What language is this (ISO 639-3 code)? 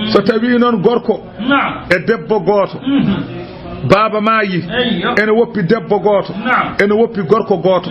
ful